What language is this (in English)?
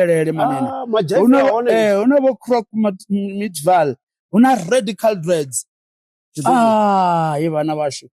Venda